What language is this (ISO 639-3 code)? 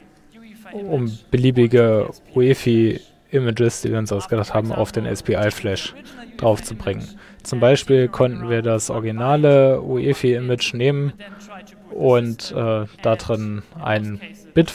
deu